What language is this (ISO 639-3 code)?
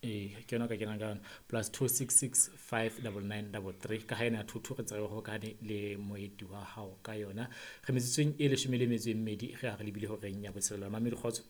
sot